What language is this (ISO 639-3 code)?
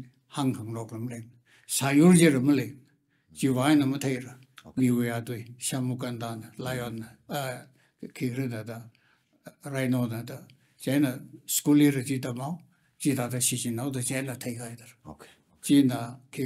nmf